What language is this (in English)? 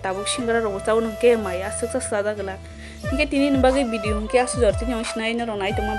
Kok Borok